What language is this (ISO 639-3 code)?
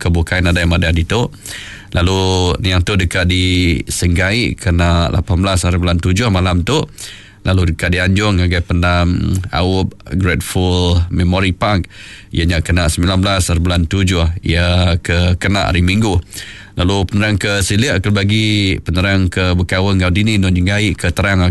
iba